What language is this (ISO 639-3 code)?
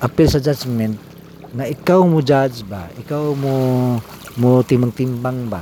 ceb